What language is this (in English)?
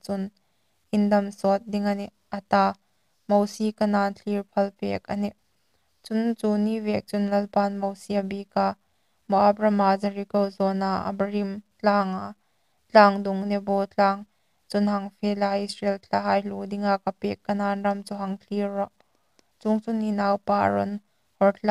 Hmar